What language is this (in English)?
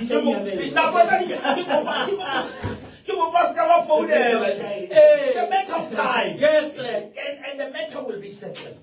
Southern Sotho